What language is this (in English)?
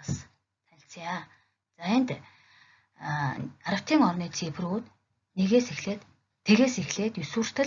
Mongolian